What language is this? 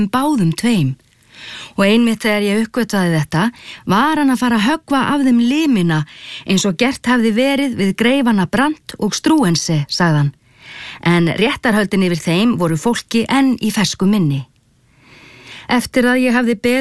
Icelandic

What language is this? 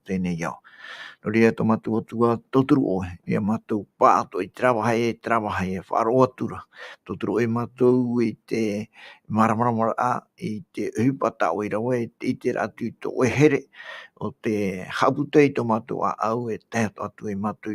Tahitian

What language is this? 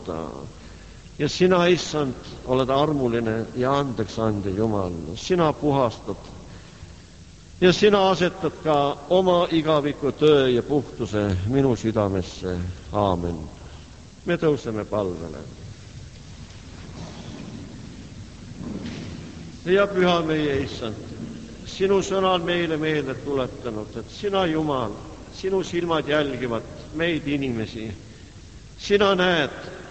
Estonian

